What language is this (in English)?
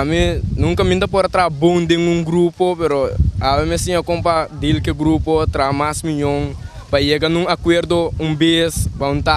Papiamento